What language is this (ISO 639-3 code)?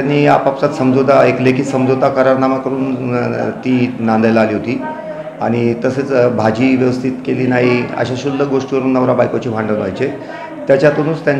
mar